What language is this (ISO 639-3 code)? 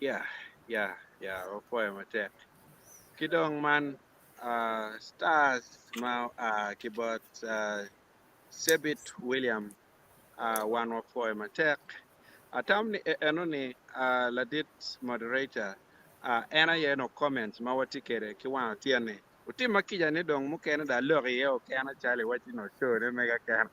ach